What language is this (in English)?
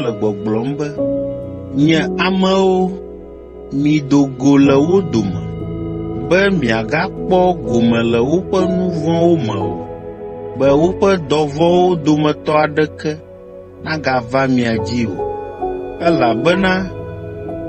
Ewe